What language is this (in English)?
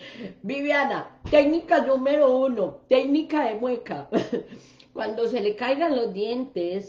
Spanish